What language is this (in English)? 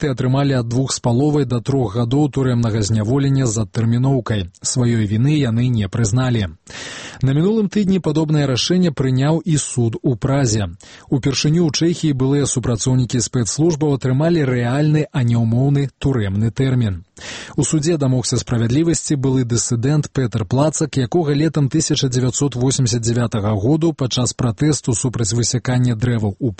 Belarusian